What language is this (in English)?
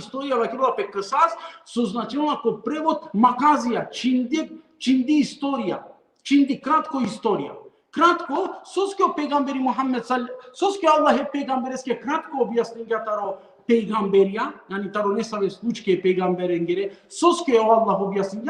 Balkan Romani